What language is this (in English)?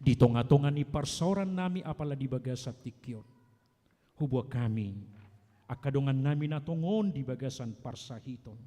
Batak Toba